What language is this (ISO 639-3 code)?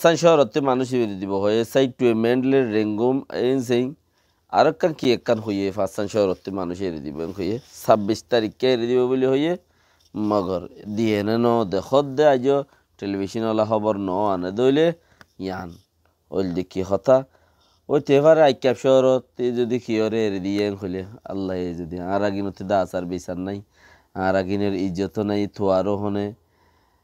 rhg